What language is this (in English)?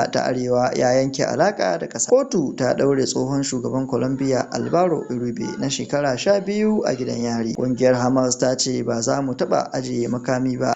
Hausa